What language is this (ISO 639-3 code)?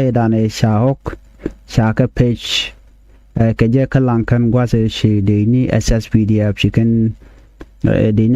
nus